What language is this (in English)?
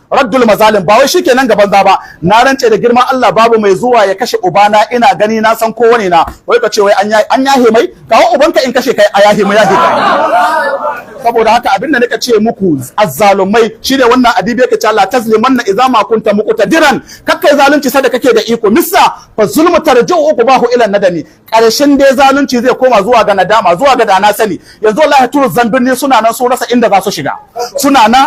Hausa